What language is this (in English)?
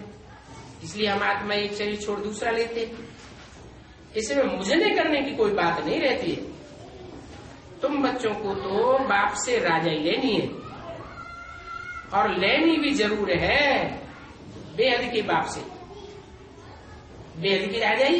Hindi